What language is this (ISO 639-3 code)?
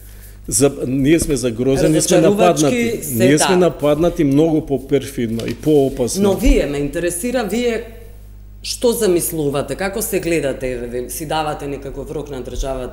mkd